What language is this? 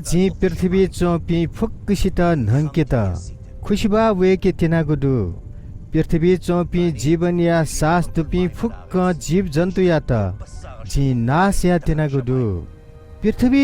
Newari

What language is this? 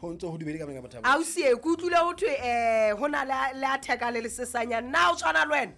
Southern Sotho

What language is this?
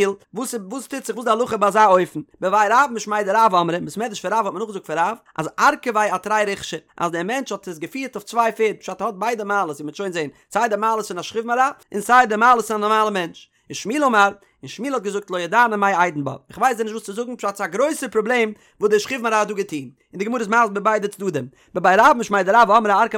Yiddish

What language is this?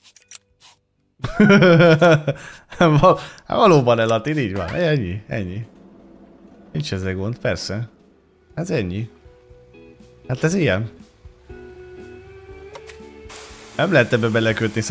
Hungarian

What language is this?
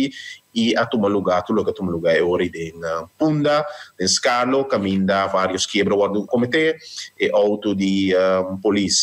Papiamento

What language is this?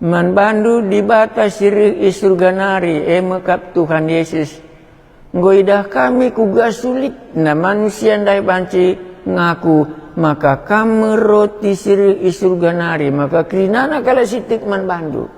Batak Karo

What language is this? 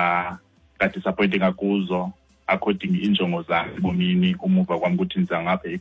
Xhosa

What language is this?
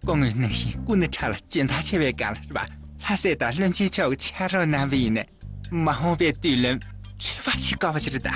Tibetan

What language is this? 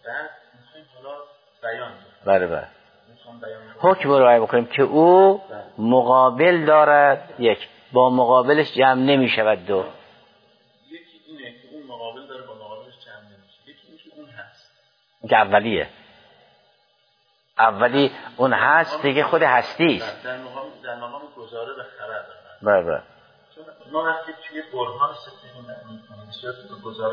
Persian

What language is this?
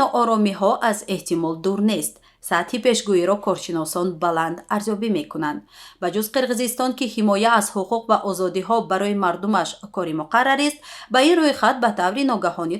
Tajik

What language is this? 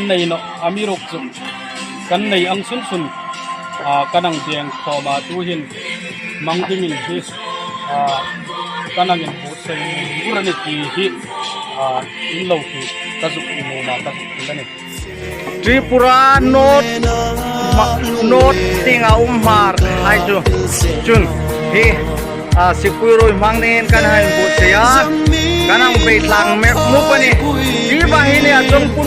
Hmar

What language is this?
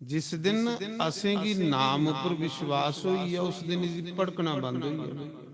Dogri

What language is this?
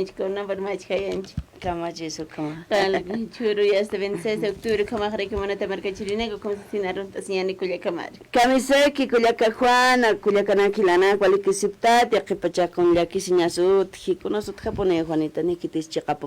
Aymara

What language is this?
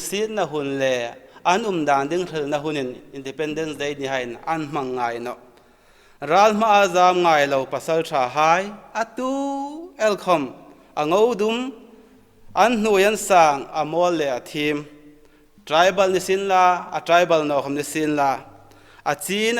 Hmar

